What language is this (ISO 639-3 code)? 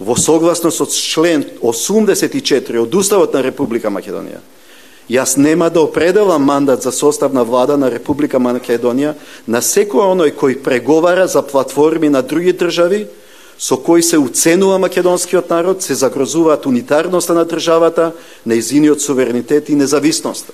mkd